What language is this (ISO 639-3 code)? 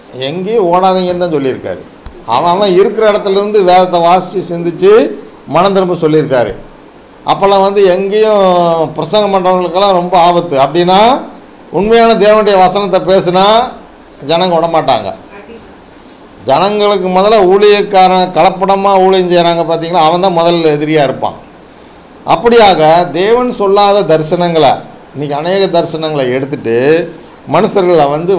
tam